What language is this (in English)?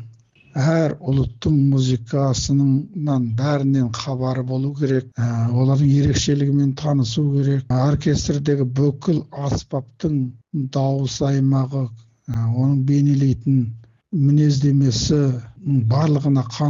Kazakh